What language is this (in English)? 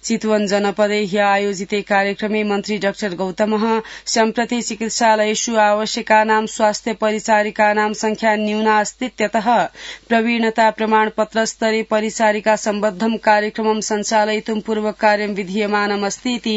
Sanskrit